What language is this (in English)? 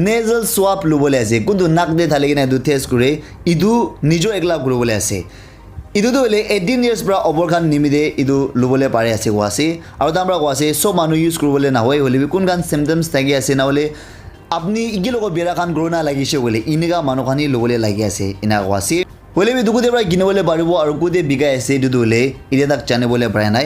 Naga Pidgin